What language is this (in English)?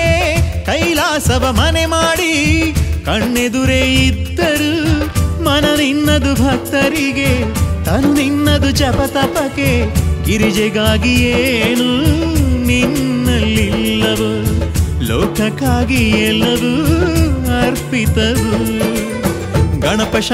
Kannada